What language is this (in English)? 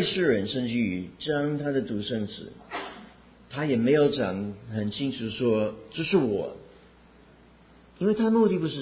Chinese